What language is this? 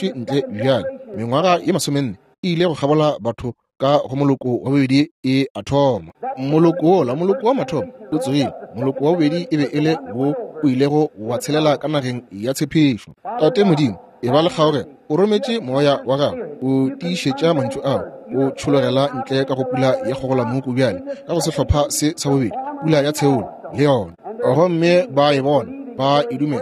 Northern Sotho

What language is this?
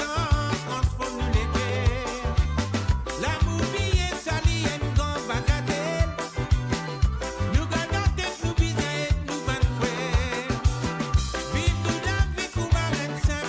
Morisyen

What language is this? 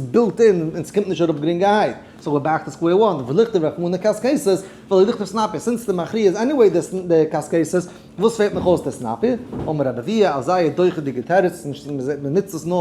Yiddish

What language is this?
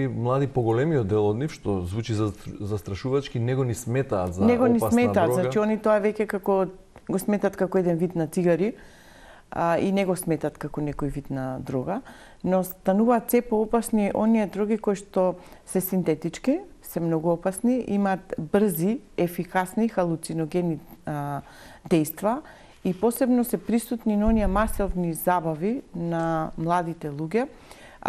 Macedonian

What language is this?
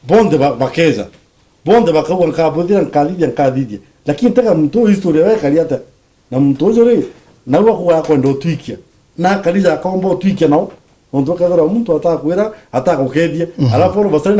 Meru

